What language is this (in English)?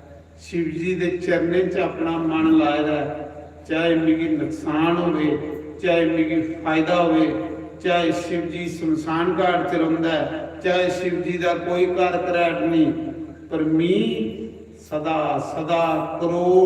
Dogri